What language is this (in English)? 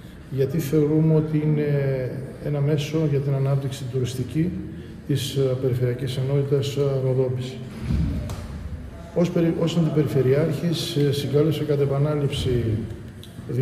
Greek